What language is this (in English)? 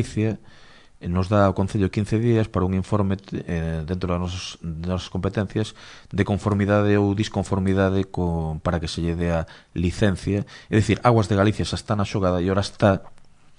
Galician